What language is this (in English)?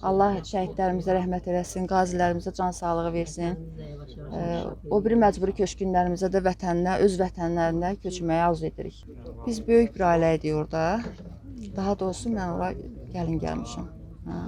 Azerbaijani